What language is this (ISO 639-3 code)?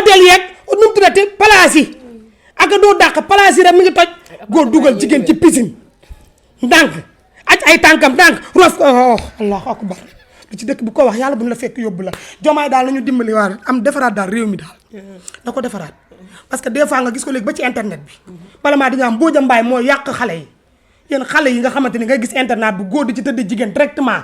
wol